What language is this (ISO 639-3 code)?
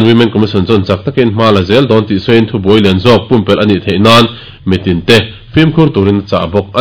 lus